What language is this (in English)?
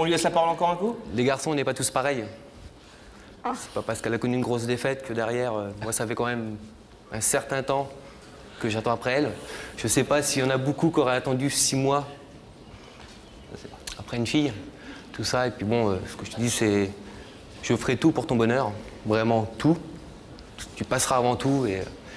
French